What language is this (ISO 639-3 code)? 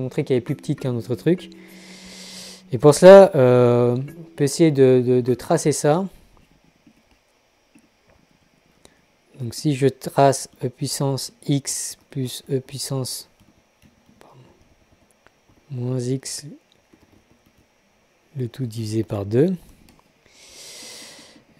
fra